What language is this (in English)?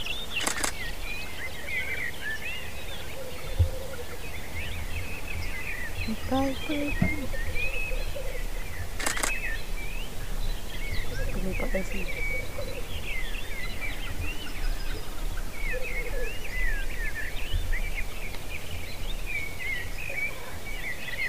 Finnish